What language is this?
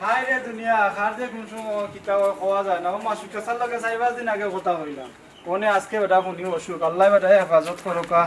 Sylheti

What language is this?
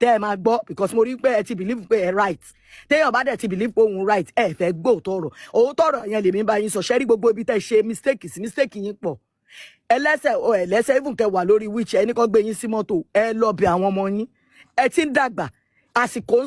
Yoruba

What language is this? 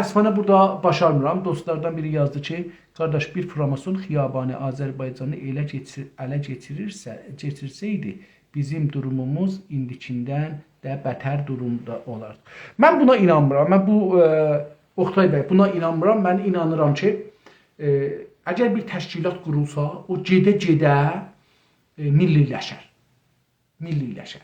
South Azerbaijani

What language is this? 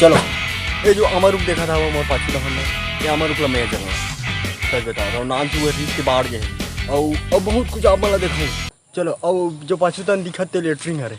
Chhattisgarhi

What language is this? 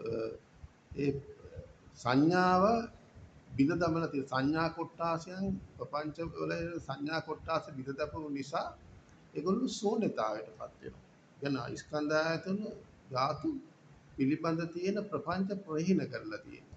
Sinhala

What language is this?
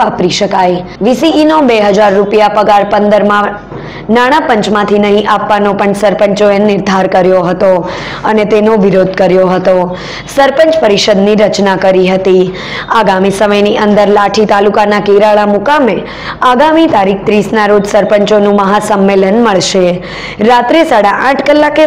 Gujarati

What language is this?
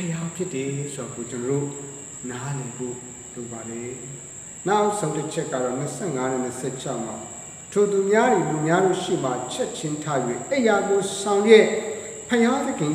Burmese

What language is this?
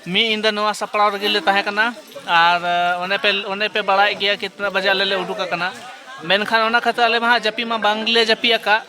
Santali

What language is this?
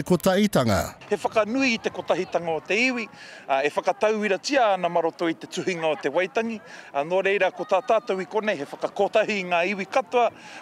Māori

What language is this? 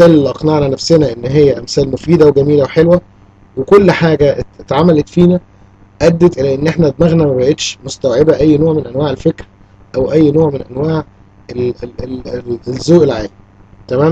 Egyptian Arabic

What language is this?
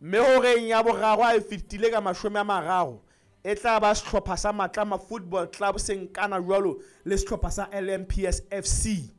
Southern Sotho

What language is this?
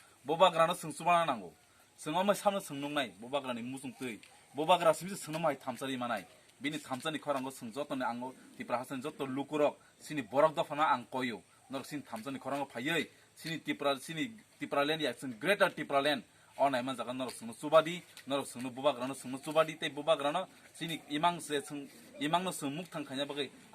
Kok Borok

